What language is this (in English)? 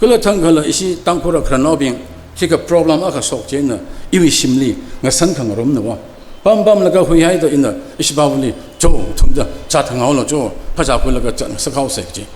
Tangkhul Naga (India)